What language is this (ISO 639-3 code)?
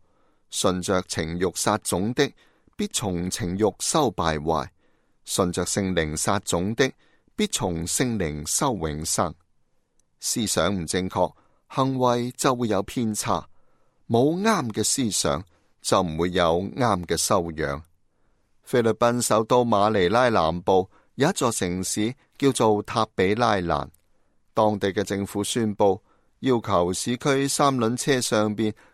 yue